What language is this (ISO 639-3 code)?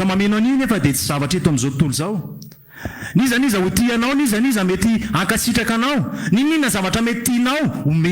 mlg